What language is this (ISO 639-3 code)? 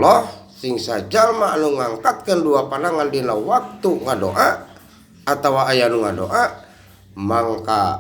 sun